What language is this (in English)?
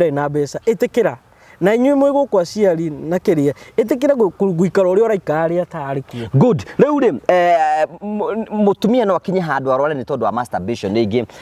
Kikuyu